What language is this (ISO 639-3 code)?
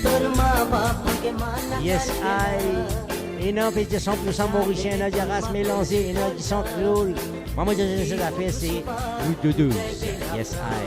mfe